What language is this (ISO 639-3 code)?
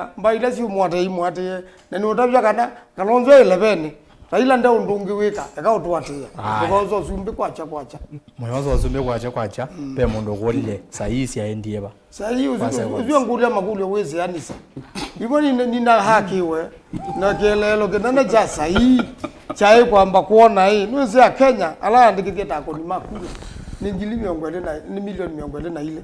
kam